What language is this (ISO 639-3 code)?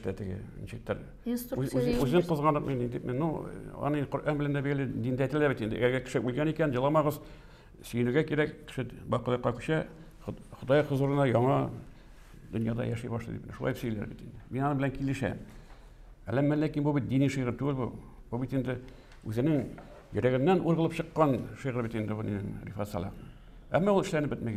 tat